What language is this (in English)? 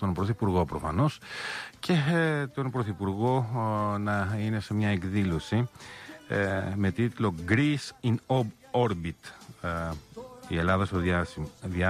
Greek